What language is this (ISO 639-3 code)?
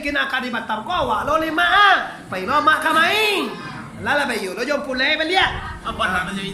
min